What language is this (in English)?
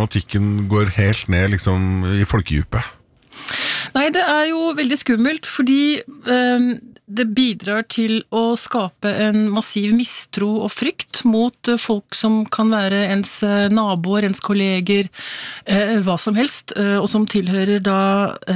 Norwegian